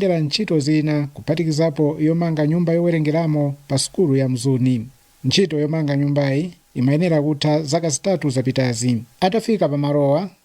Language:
Nyanja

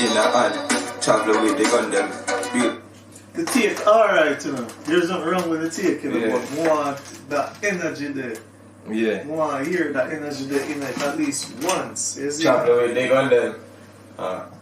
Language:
Jamaican Creole English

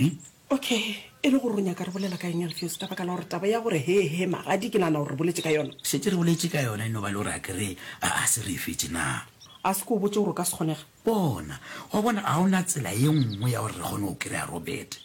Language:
Northern Sotho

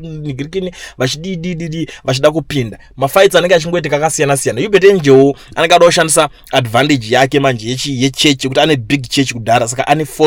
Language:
Shona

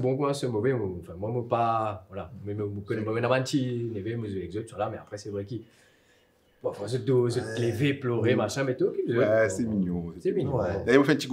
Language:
Morisyen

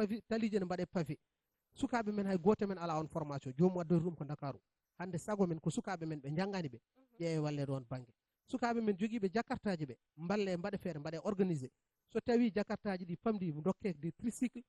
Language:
Fula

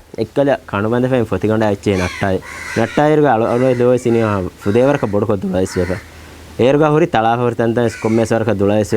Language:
Divehi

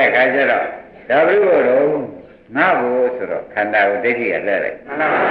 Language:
Burmese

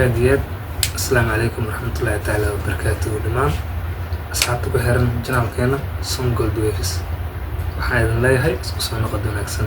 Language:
Somali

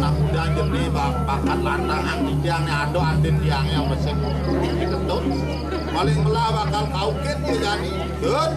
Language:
Balinese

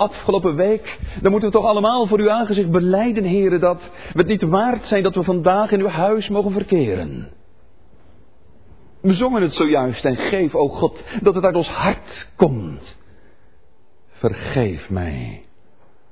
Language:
Dutch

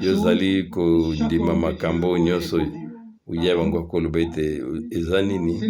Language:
Lingala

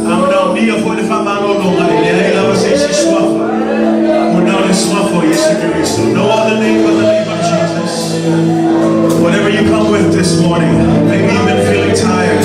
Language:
Samoan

